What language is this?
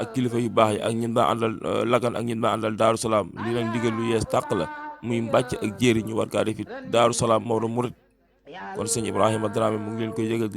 Wolof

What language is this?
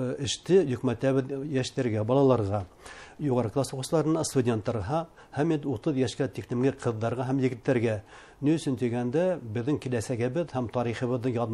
Bashkir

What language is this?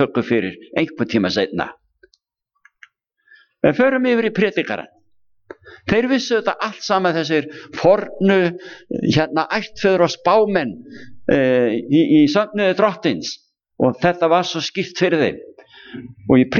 Icelandic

